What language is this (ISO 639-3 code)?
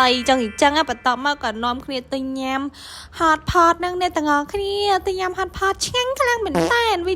khm